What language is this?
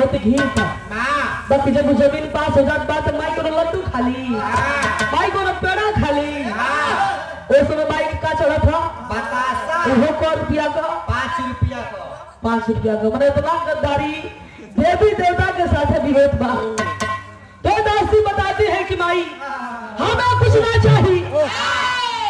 Bhojpuri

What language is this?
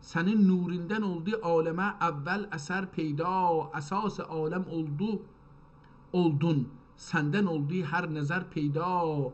South Azerbaijani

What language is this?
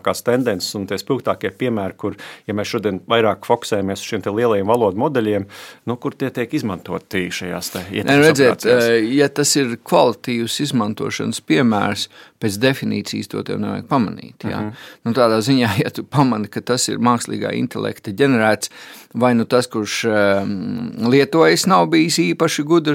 Latvian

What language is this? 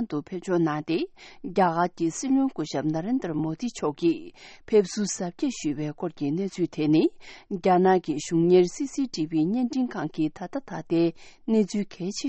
Tibetan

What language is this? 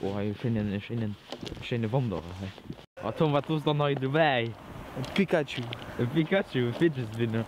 Luxembourgish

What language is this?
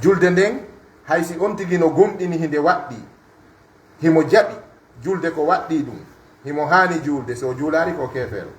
Pular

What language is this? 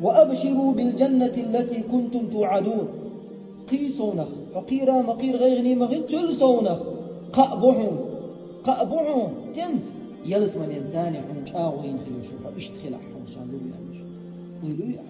Chechen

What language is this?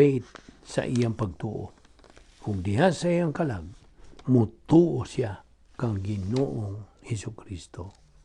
Cebuano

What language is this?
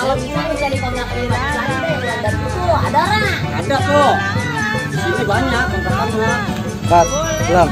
Betawi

